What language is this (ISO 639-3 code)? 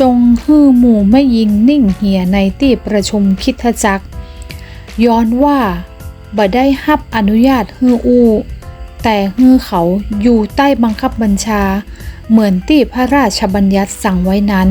nod